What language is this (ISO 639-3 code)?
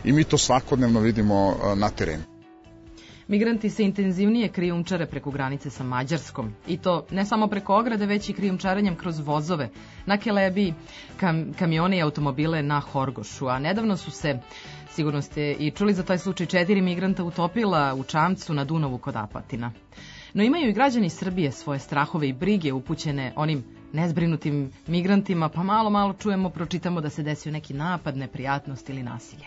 srp